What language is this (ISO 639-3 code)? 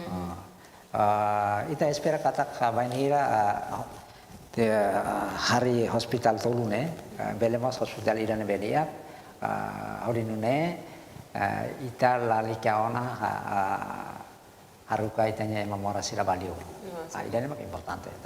tet